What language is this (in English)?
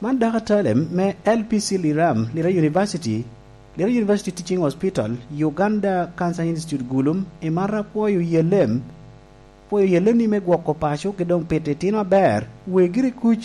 Lango (Uganda)